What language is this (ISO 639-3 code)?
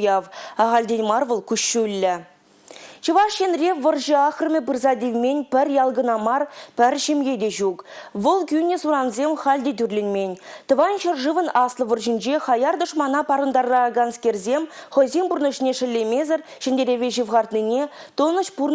chv